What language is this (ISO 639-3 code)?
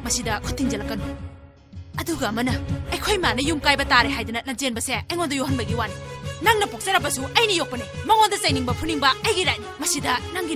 mni